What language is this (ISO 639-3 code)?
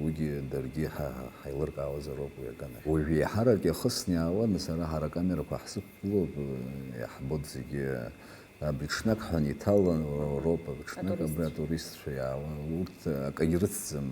abk